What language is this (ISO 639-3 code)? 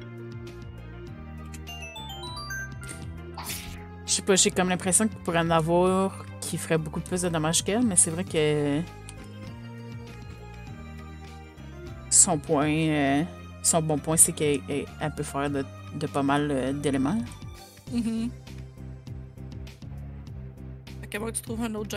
fra